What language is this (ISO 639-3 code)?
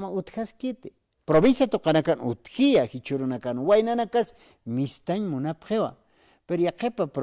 aym